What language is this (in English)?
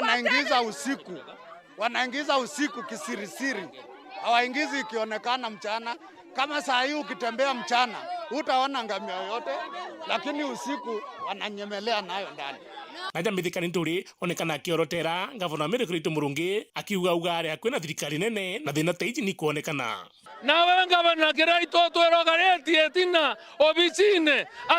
Meru